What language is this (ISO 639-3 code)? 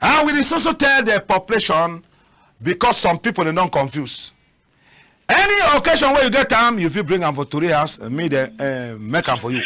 wes